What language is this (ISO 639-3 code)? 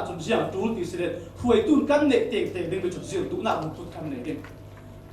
cfm